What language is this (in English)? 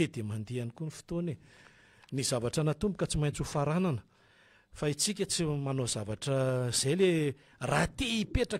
Malagasy